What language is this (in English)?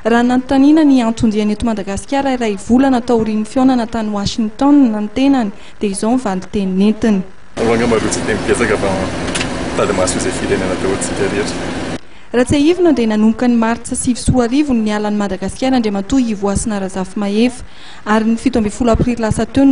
Malagasy